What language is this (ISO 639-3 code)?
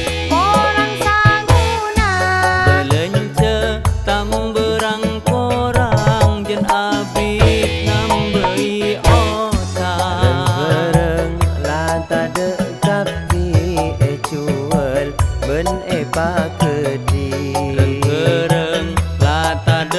mad